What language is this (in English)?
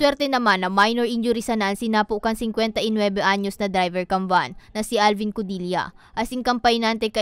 Bikol